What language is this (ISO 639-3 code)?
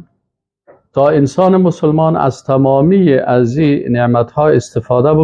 fas